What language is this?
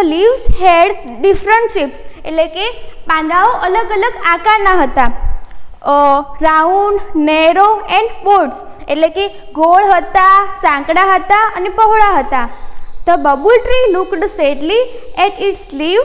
Gujarati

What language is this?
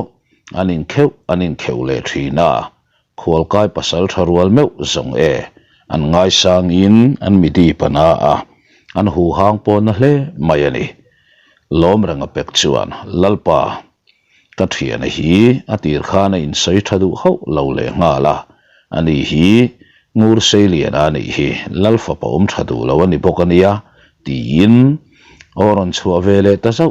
Mizo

